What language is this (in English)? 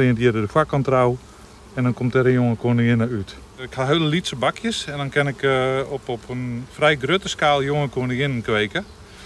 Western Frisian